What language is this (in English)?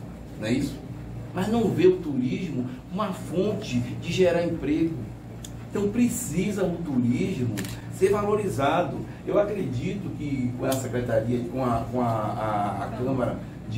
Portuguese